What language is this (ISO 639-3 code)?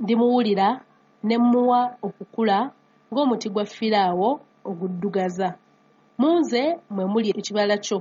lug